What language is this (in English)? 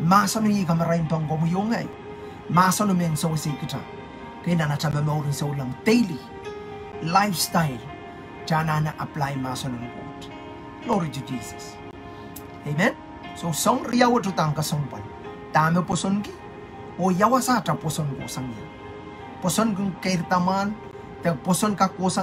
Pohnpeian